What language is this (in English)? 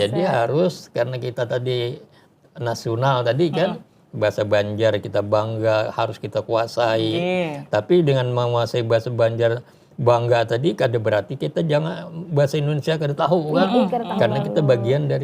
Banjar